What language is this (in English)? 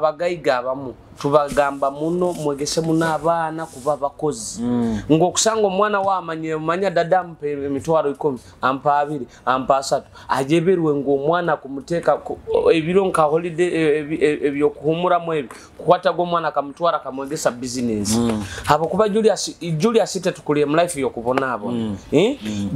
Nyoro